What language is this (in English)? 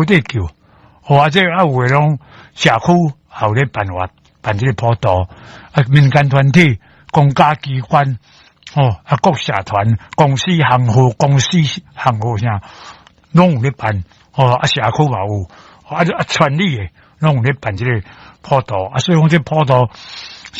Min Nan Chinese